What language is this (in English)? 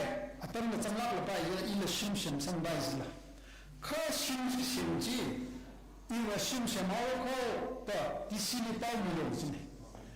Tangkhul Naga (India)